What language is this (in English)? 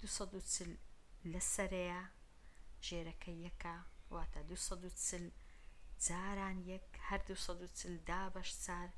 Central Kurdish